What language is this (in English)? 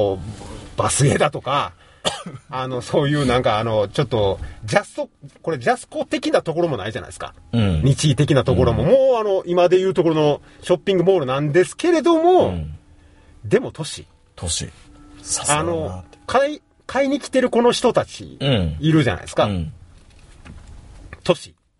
Japanese